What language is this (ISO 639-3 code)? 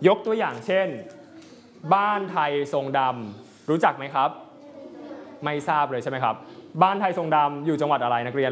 tha